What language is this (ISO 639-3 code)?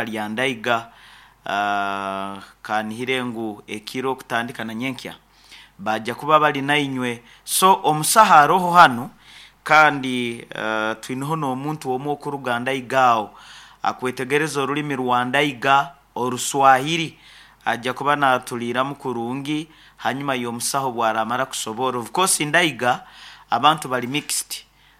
nyo